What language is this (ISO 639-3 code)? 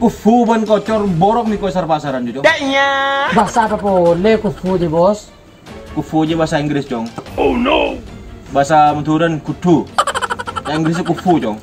mad